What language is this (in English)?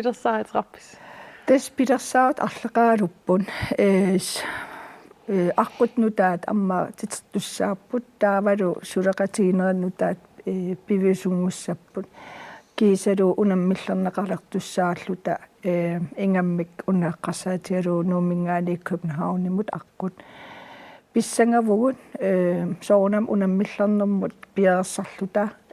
Kalaallisut